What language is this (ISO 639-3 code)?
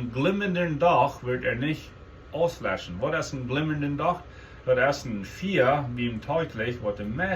pdt